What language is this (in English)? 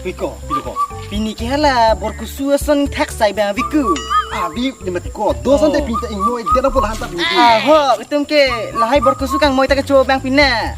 Karbi